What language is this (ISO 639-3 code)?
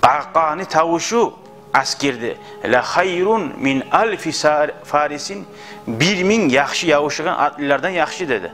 kum